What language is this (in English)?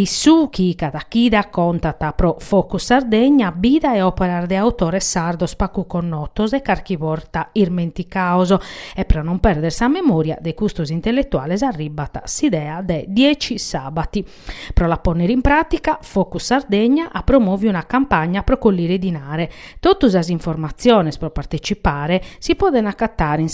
Sardinian